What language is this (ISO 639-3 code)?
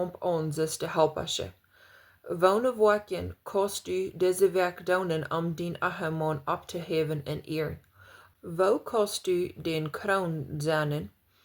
pdt